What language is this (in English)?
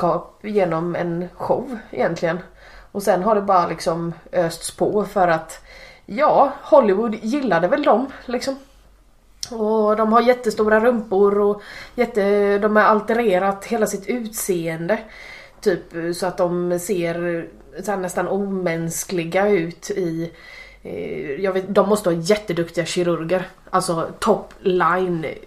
Swedish